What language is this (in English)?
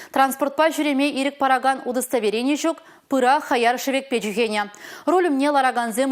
Chuvash